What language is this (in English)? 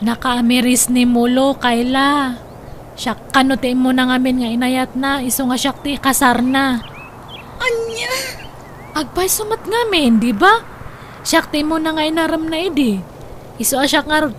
Iloko